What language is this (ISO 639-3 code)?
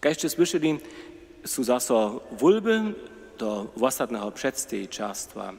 hsb